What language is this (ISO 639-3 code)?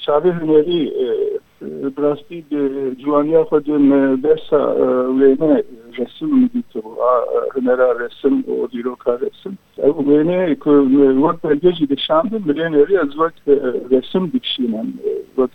kur